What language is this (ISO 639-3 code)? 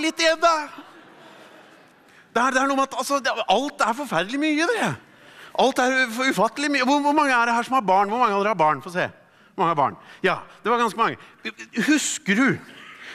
nor